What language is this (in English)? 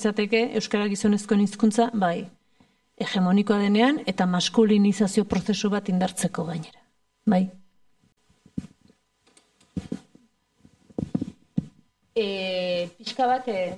Basque